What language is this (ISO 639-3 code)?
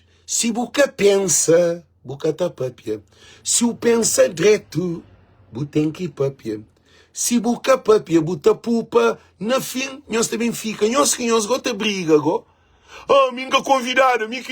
kea